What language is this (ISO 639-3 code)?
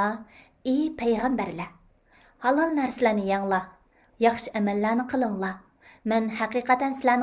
uig